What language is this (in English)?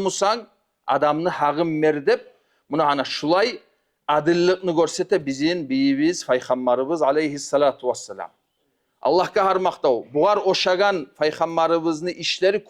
Kumyk